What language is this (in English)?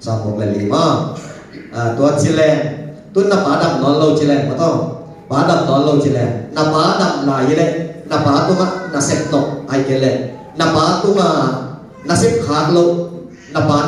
Tedim Chin